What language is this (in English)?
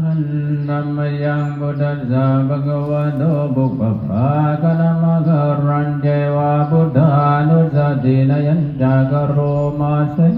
Pali